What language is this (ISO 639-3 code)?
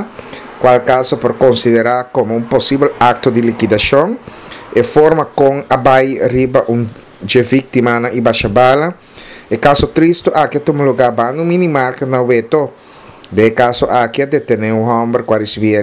pap